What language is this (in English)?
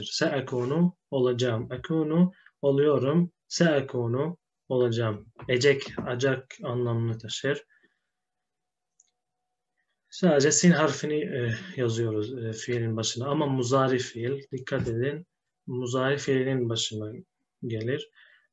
Turkish